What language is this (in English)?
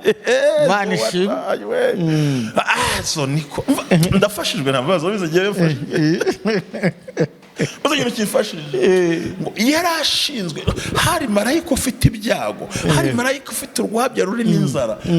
Kinyarwanda